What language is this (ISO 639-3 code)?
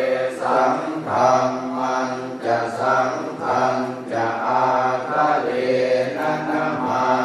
pli